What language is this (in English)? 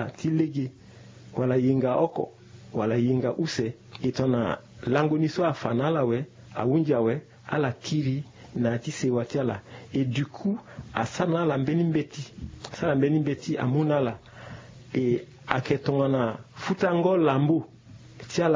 Sango